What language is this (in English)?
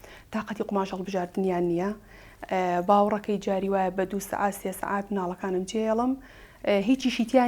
Central Kurdish